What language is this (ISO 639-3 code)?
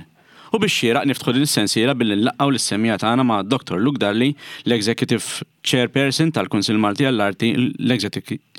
mlt